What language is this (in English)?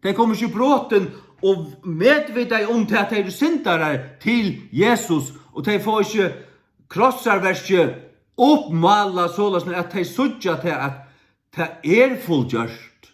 Faroese